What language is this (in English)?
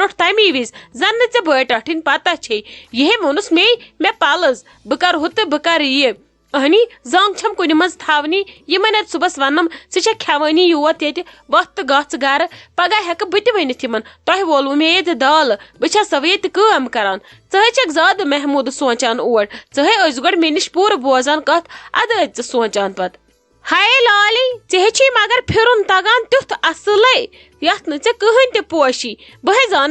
Kashmiri